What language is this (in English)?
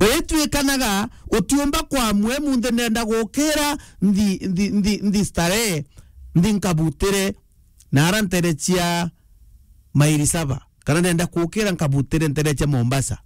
Meru